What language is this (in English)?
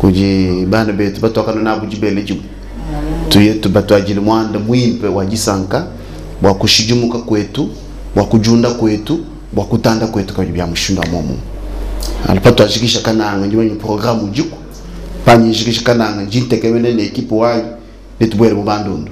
Luba-Lulua